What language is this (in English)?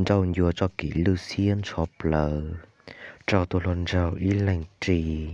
Hmong